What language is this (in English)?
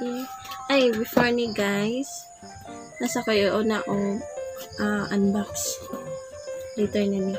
Cebuano